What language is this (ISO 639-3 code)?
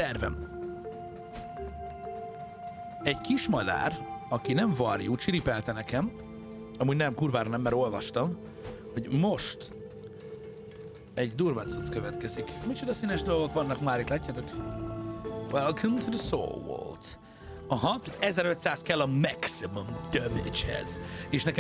hun